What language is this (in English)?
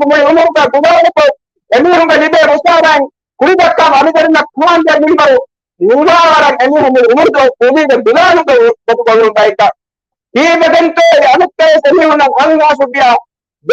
Divehi